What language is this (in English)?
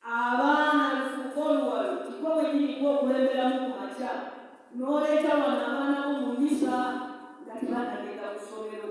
Ganda